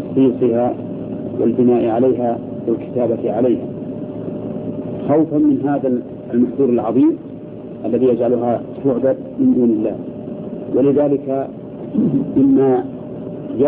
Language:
Arabic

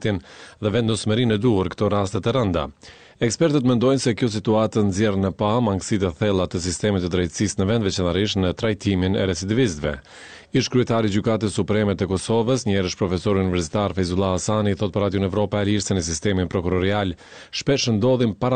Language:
Albanian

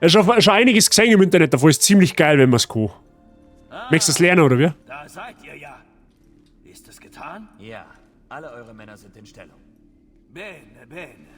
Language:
Bavarian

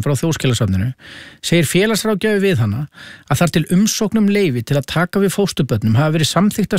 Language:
Icelandic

